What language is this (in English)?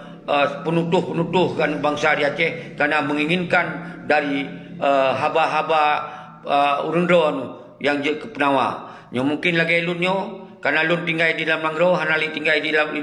Achinese